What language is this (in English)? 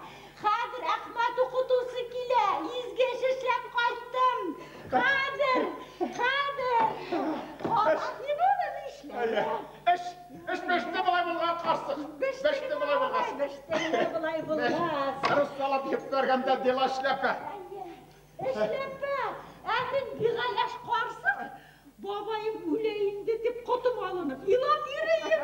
Bashkir